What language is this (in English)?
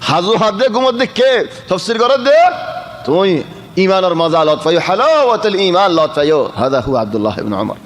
Rohingya